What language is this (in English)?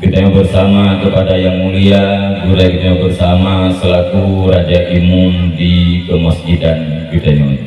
Achinese